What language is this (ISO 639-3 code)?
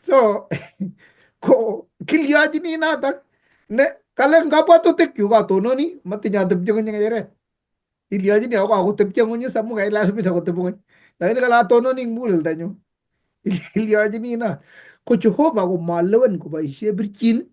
kln